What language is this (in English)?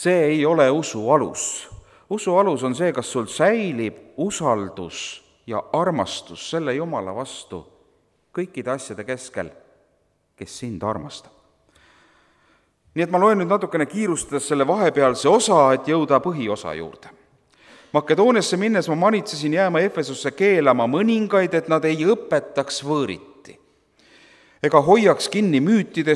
Estonian